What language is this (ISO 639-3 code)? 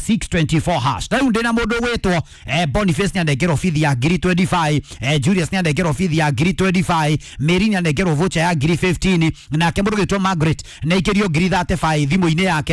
kik